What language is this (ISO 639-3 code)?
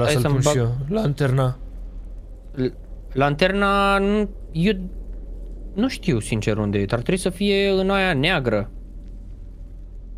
ron